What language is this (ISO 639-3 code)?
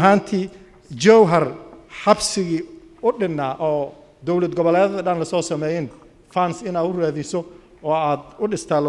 som